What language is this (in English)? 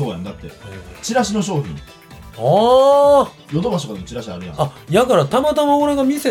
Japanese